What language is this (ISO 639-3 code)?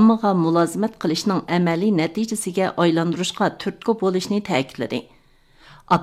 uig